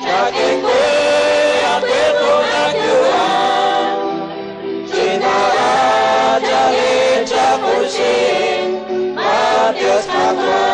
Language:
Kekchí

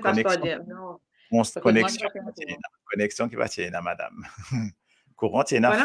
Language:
Morisyen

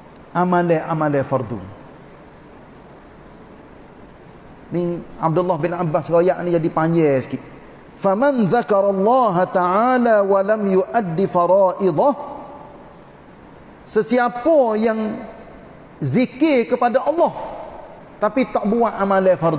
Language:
Malay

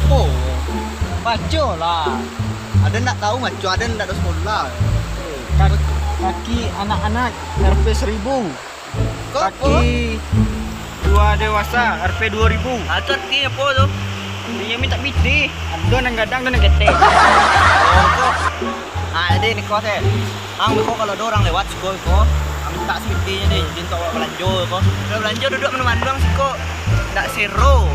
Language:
Minangkabau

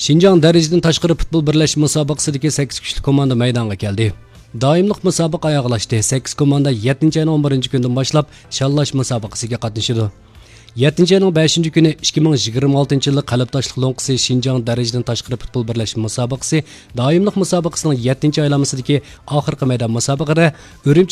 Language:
Uyghur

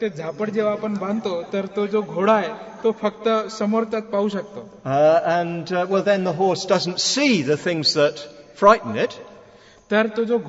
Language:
Marathi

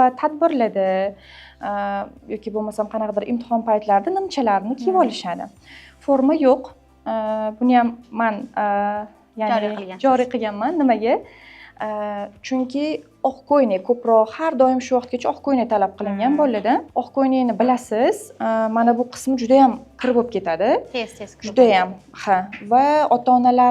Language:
Uzbek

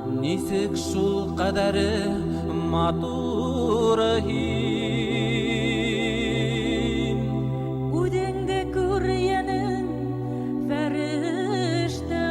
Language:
Bashkir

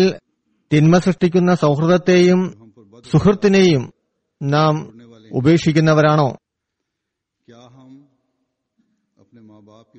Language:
Malayalam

